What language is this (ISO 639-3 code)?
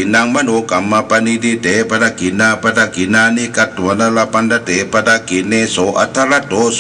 pli